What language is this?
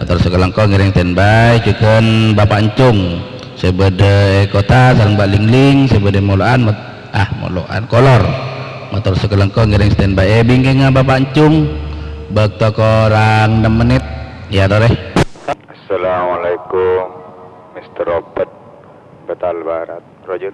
Madurese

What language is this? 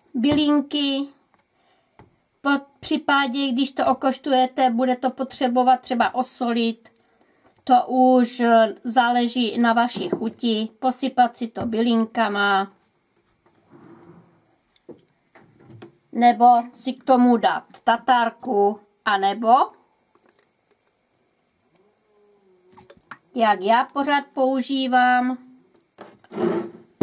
Czech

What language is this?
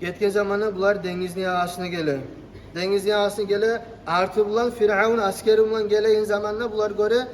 Kumyk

